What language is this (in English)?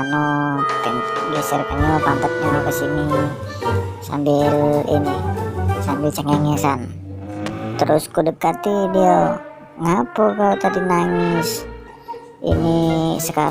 Musi